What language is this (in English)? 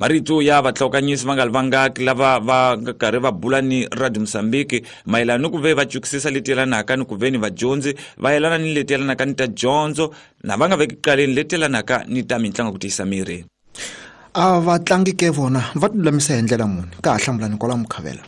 Tsonga